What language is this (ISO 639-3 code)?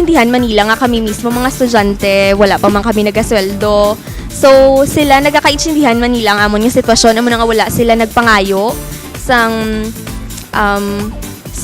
hil